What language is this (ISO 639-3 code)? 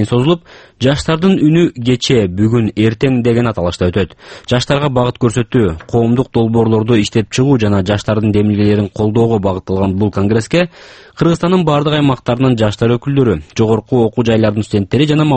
kir